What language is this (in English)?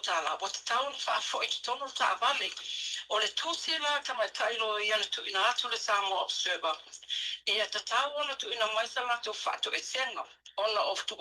Samoan